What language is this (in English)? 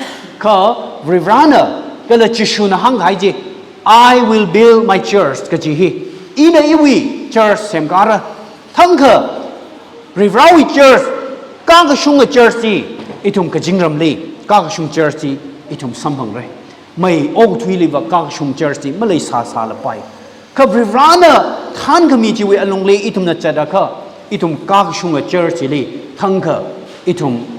Tangkhul Naga (India)